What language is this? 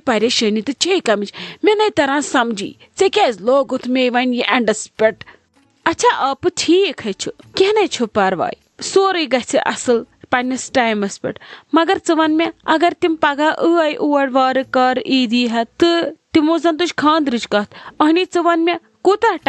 Kashmiri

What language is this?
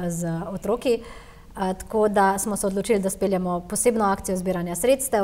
Slovenian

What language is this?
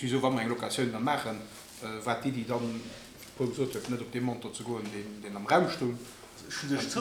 Luxembourgish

